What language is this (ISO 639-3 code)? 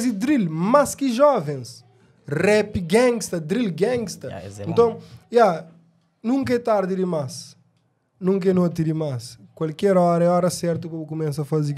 kea